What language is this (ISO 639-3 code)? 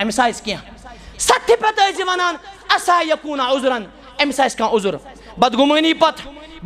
kas